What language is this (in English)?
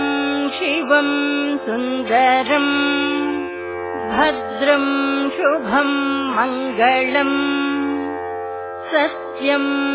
Kannada